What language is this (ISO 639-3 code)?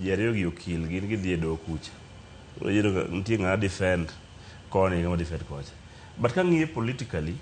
luo